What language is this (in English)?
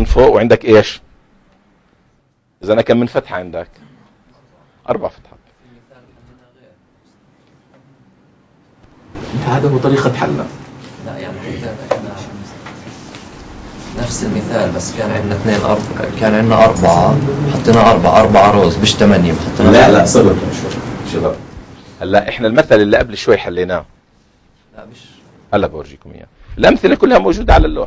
South Levantine Arabic